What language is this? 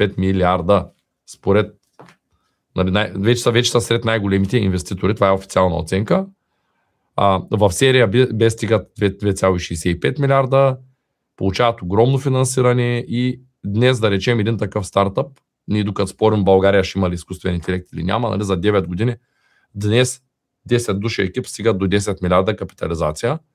Bulgarian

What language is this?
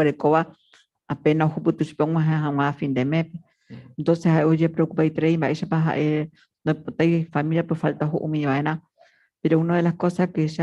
Guarani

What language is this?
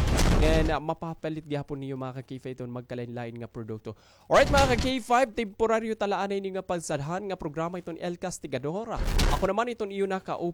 Waray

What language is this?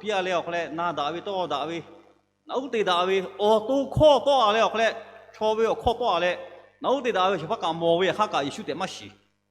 Lahu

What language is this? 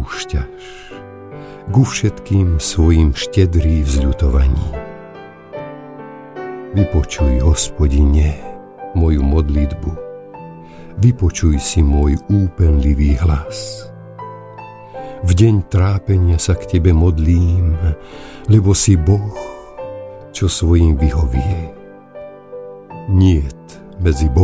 Slovak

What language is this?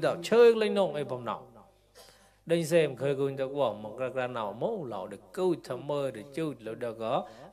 Mon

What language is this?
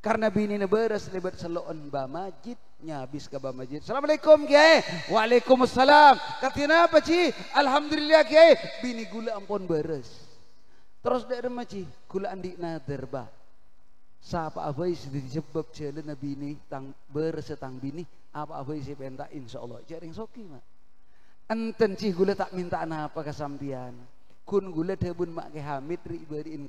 Madurese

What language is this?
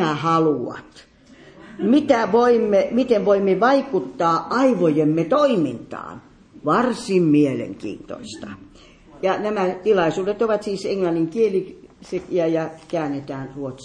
Finnish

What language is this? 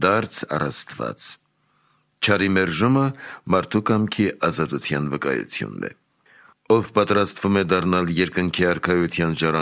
Armenian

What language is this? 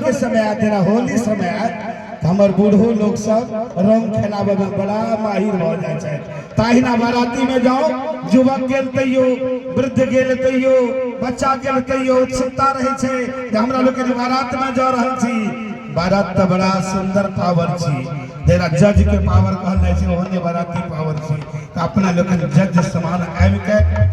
Maithili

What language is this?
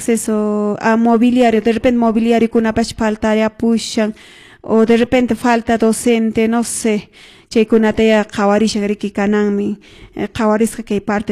Quechua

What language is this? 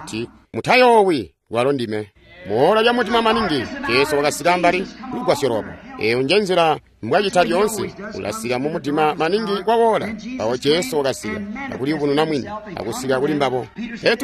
Tonga (Zambia)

